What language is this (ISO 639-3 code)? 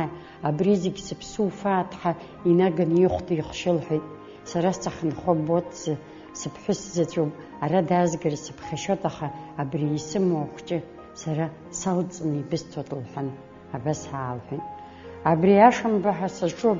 abk